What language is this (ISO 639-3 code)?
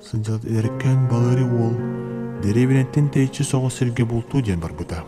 sah